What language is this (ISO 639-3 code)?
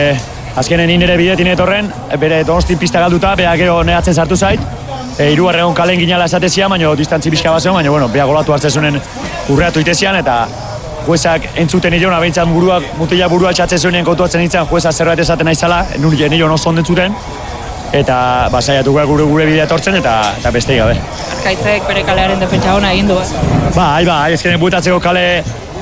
eus